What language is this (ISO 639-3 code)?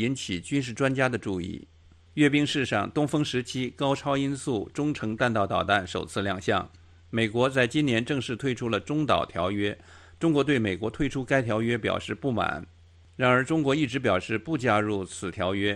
zho